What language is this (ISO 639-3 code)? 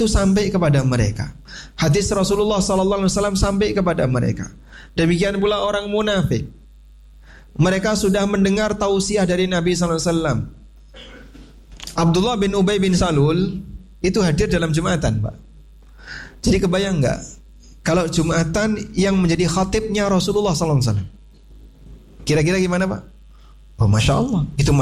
ind